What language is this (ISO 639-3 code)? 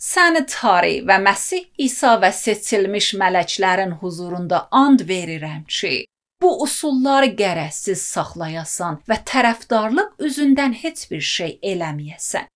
aze